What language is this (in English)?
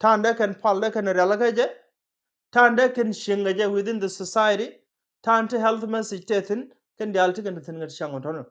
Nuer